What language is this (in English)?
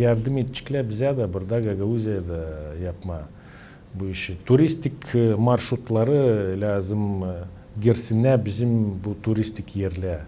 Gagauz